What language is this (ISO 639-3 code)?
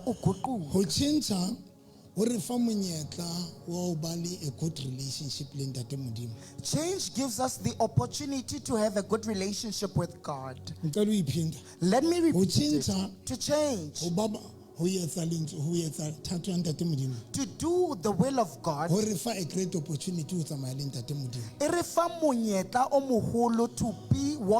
sot